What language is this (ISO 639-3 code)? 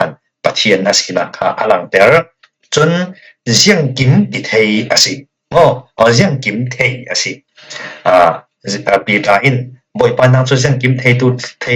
cfm